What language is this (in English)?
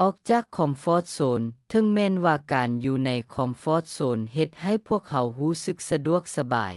Lao